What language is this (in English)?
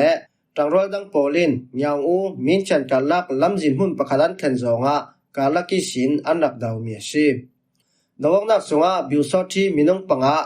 Falam Chin